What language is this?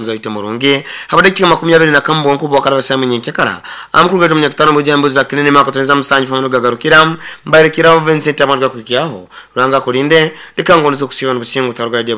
Nyoro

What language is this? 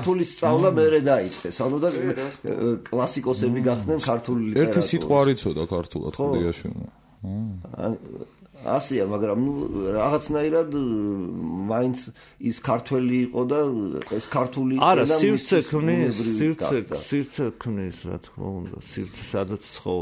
Georgian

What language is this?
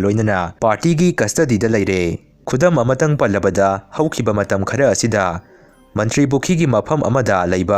Manipuri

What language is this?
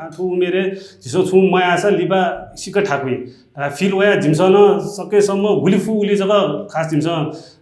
Newari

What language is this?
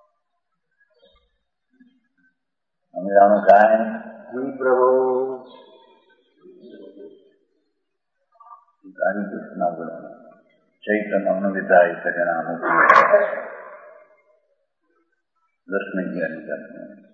Gujarati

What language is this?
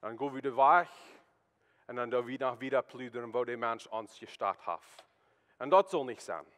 Plautdietsch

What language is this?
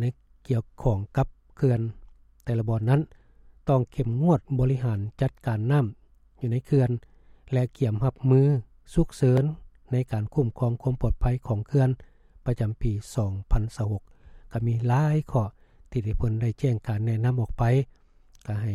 Lao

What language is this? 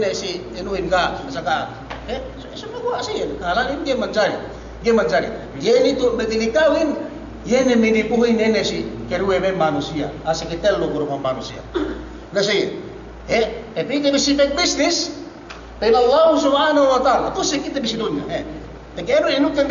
Yakan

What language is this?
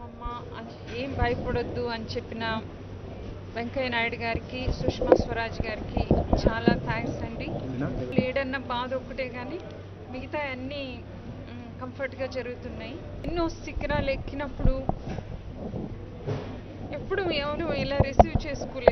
Telugu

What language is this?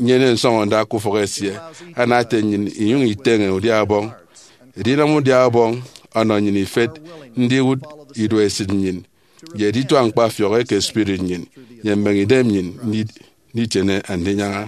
Efik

